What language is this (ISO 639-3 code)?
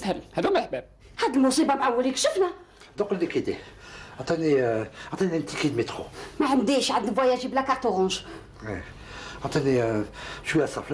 arq